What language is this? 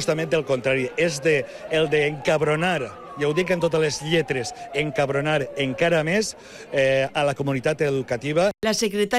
Catalan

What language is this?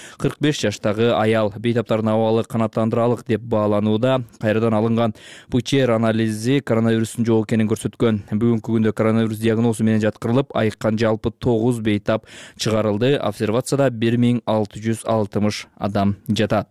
Kyrgyz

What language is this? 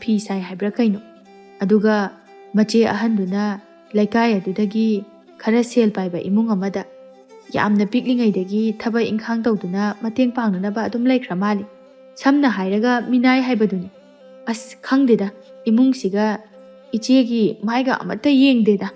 Manipuri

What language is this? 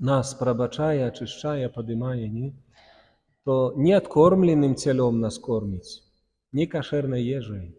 Belarusian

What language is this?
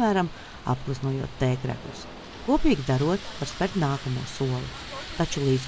Latvian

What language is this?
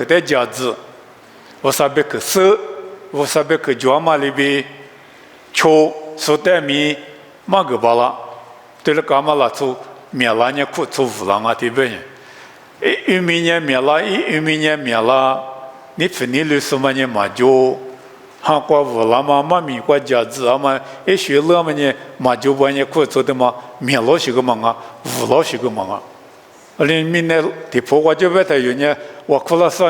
Lisu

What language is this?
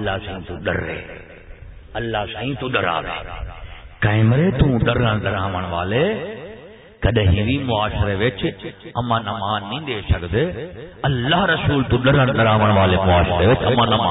Saraiki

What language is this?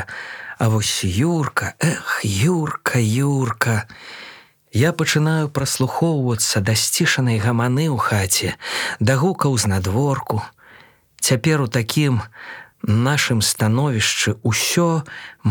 Belarusian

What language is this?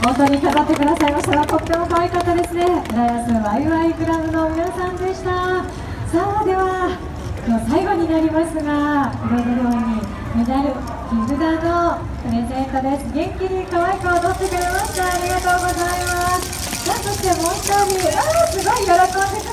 Japanese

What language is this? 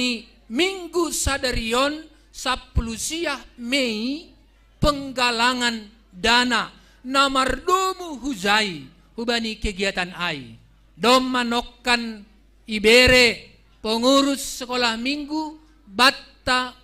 Batak Simalungun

